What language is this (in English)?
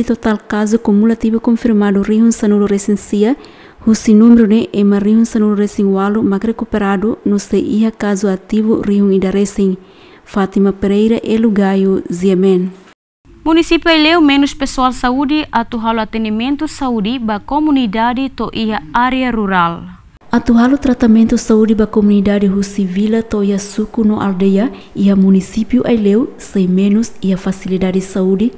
Tetum